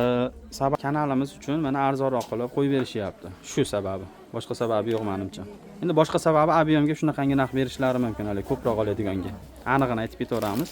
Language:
Uzbek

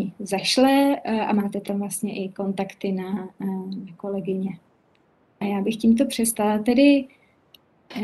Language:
Czech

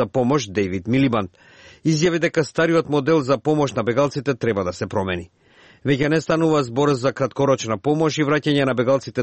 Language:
Macedonian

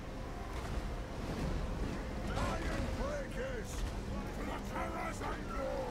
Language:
Portuguese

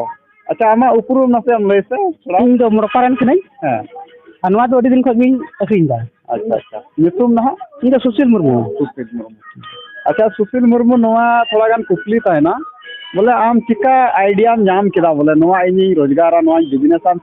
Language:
Santali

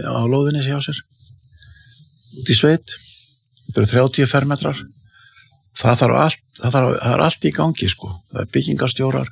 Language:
Icelandic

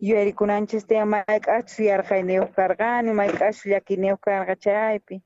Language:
South Bolivian Quechua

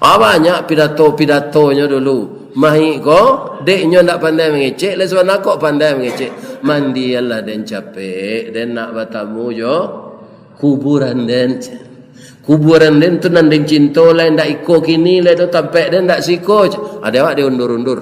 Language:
Minangkabau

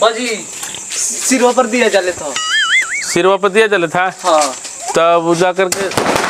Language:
Magahi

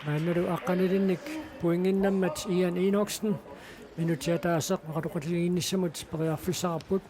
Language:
Kalaallisut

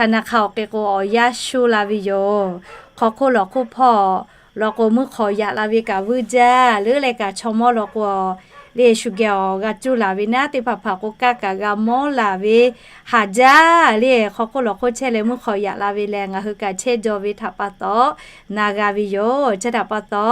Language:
Lahu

